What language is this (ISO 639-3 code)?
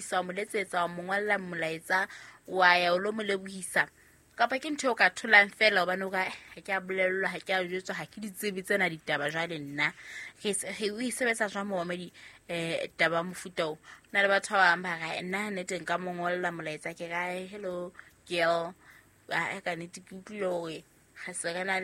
sot